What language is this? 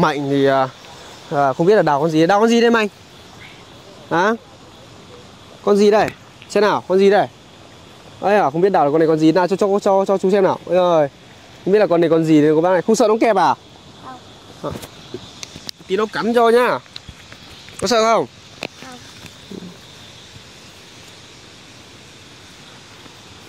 Vietnamese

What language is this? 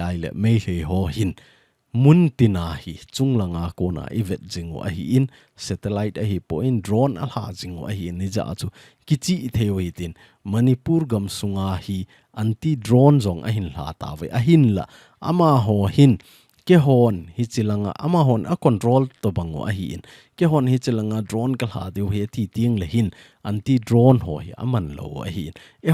Thado Chin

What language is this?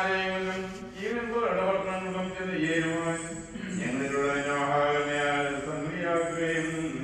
Malayalam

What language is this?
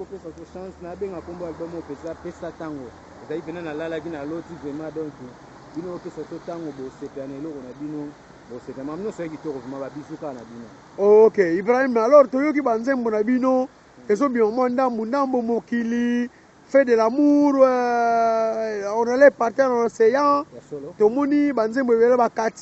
Lingala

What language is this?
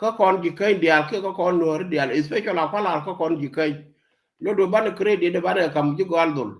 Nuer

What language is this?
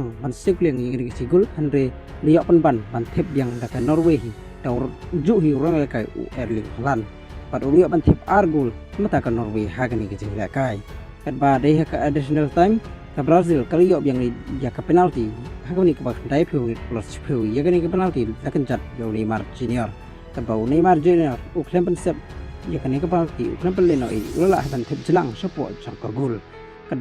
Khasi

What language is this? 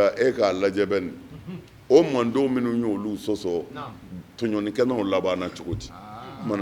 Bambara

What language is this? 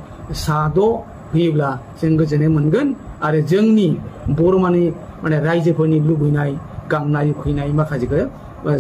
Bodo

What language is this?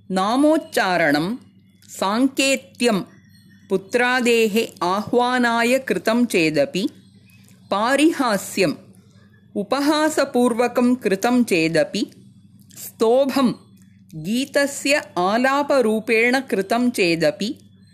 Sanskrit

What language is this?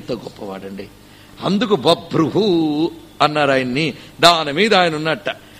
Telugu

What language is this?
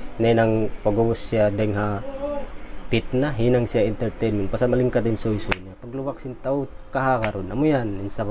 Tausug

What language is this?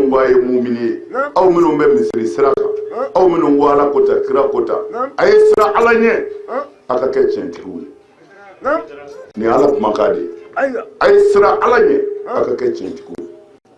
Bambara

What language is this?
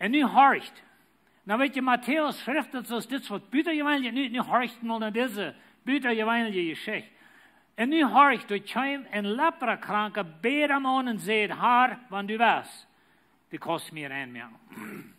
Plautdietsch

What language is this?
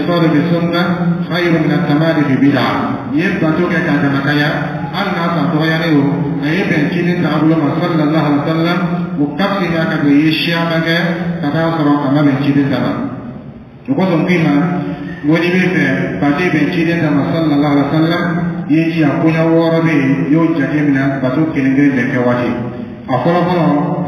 Dyula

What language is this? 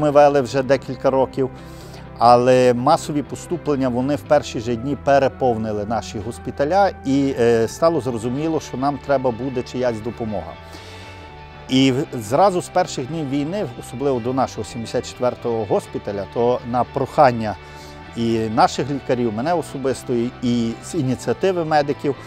Ukrainian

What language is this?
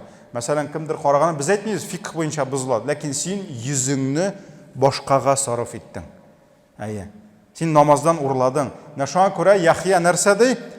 Tatar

